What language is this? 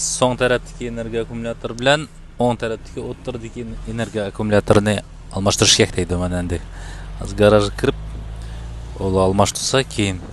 Uyghur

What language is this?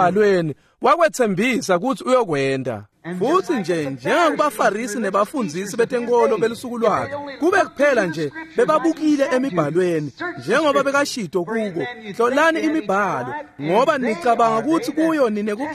Swati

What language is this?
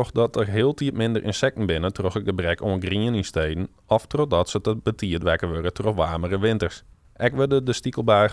Western Frisian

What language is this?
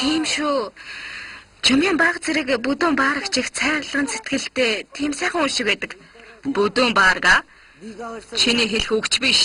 Mongolian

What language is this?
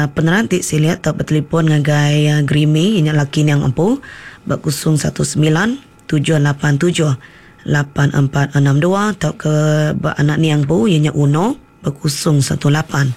Iban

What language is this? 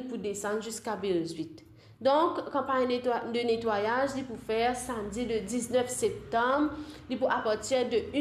Morisyen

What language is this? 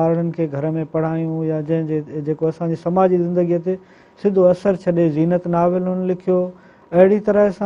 Sindhi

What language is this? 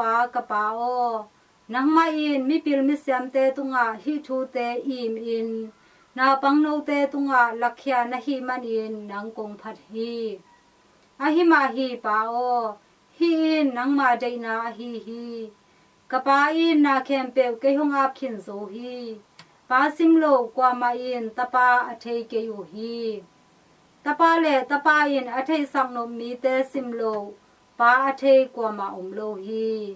Tedim Chin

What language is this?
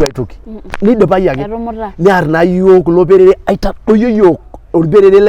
Masai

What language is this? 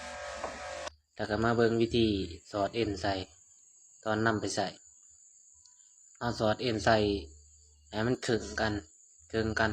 Lao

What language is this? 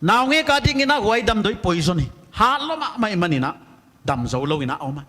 Paite Chin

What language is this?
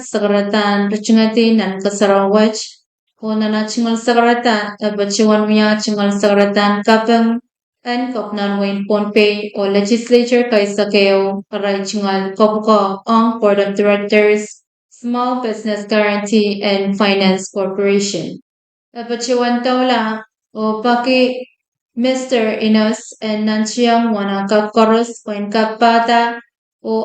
Pohnpeian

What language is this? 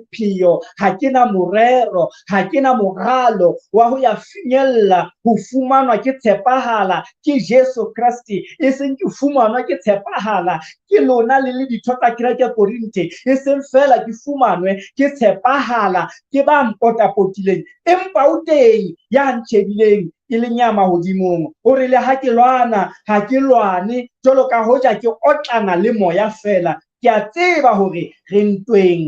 Southern Sotho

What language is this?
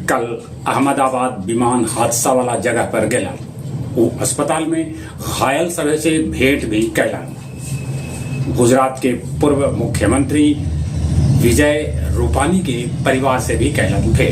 Magahi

